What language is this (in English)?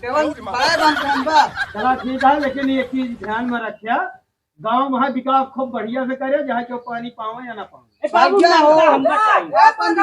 Awadhi